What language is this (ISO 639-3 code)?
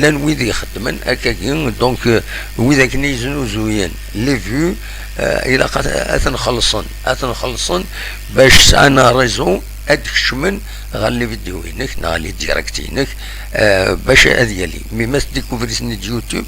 kab